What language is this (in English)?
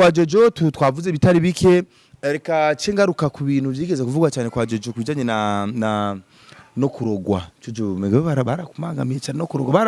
Rundi